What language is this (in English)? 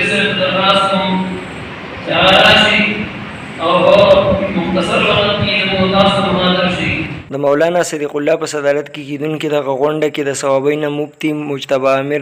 Pashto